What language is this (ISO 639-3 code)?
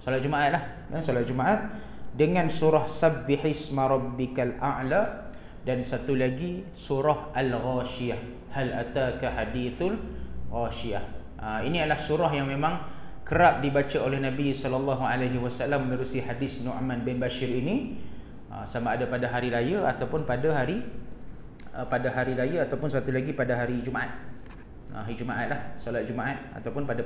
msa